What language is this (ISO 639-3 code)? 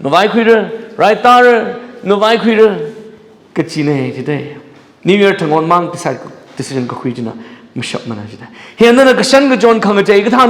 nmf